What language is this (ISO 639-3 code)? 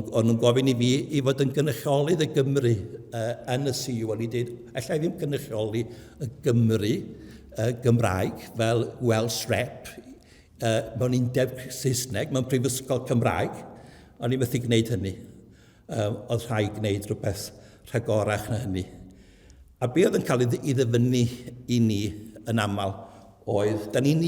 cym